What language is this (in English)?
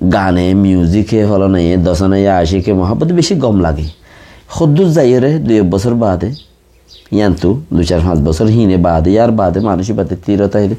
Rohingya